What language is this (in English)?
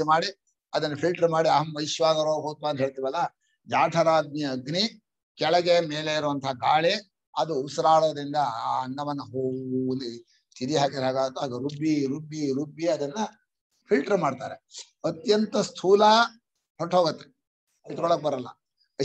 Kannada